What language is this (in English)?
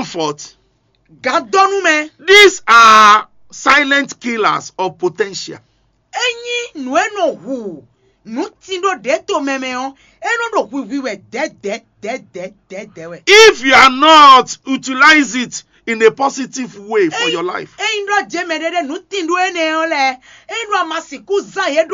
Fon